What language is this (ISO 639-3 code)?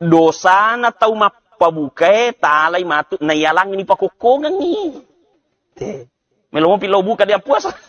bug